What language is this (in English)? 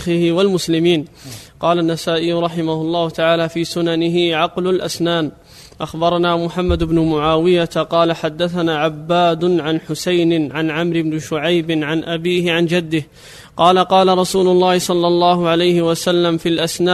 Arabic